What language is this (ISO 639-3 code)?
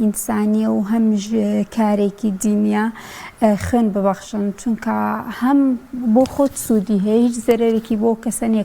ckb